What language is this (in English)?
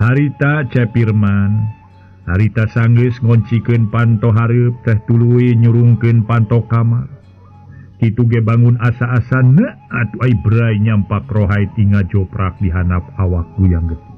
Sundanese